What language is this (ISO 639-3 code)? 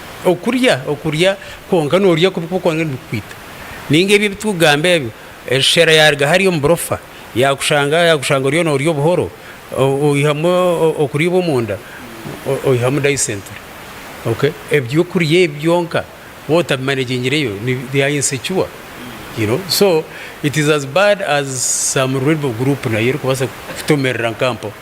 nyn